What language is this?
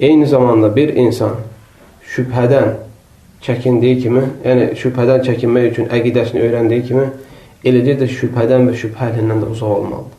Azerbaijani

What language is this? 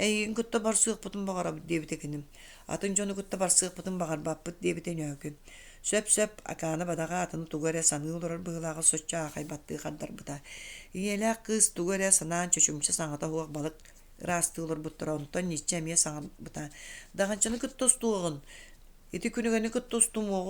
Yakut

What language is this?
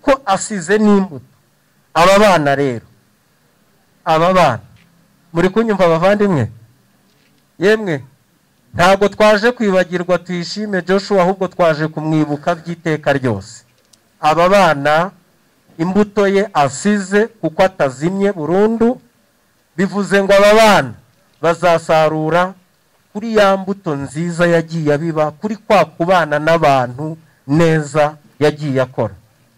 Kinyarwanda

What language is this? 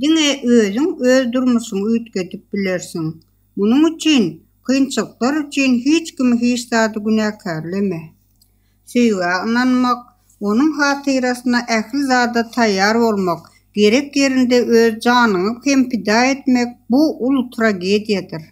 Turkmen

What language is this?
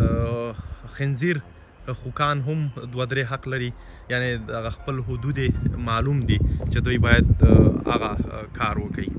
Pashto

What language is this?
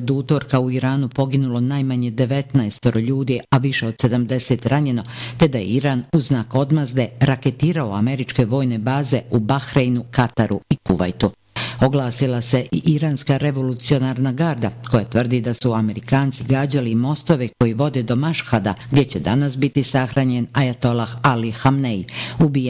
Bosnian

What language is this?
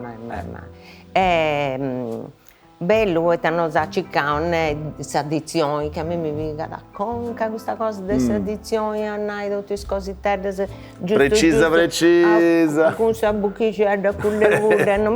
Sardinian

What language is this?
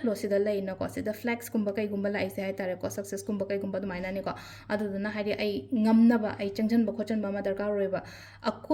Manipuri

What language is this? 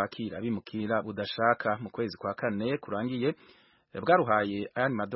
Kinyarwanda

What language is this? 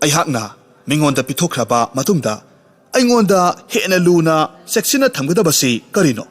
Manipuri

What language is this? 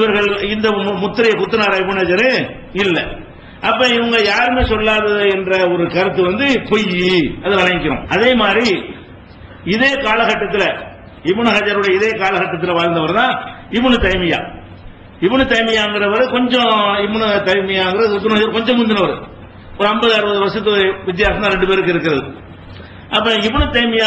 Tamil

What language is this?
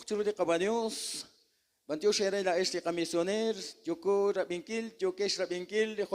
Kekchí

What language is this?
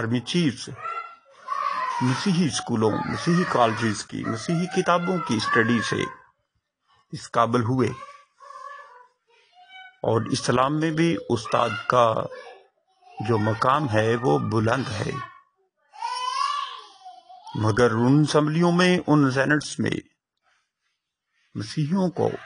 Urdu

